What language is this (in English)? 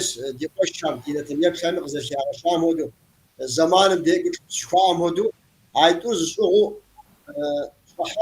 Kabardian